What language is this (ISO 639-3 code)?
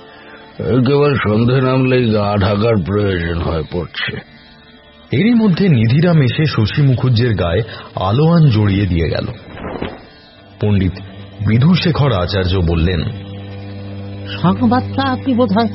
ben